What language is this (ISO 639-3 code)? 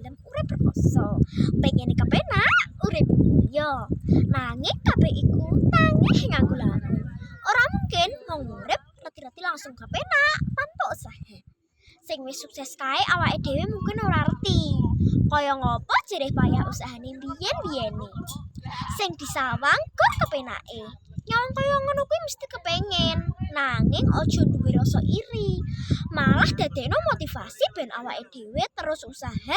jav